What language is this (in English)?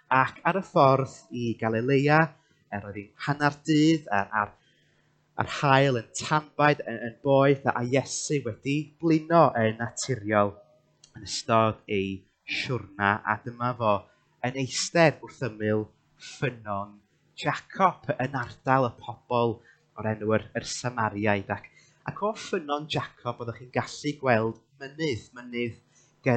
Welsh